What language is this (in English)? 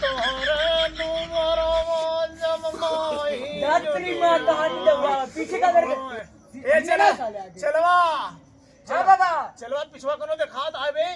Awadhi